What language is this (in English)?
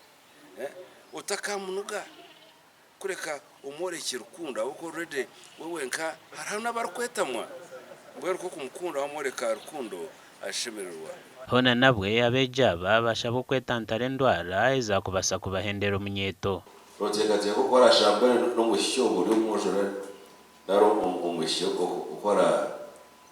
Nyankole